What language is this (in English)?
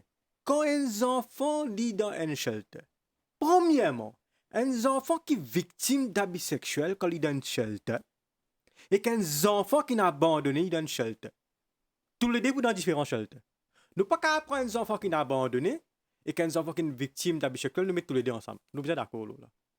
Morisyen